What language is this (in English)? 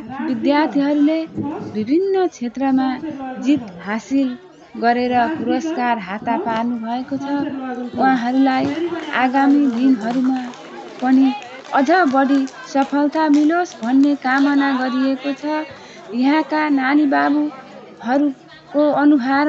Nepali